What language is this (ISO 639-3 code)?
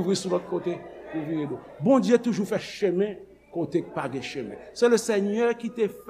hat